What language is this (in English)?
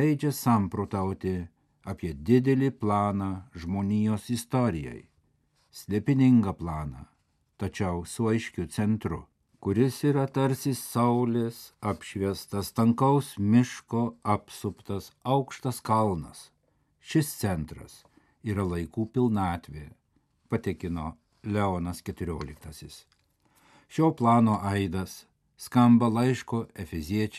Lithuanian